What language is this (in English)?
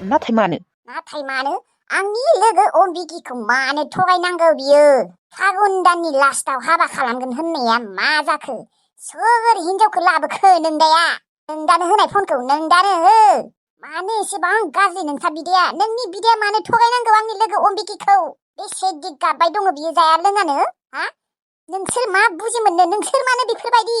Bodo